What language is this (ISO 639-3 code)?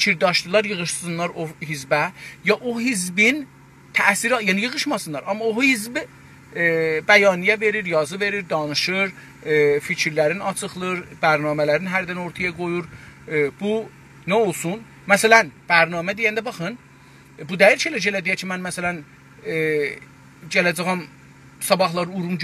azb